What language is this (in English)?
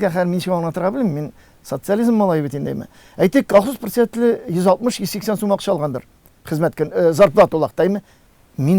Tatar